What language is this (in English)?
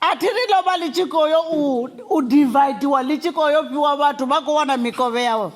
Venda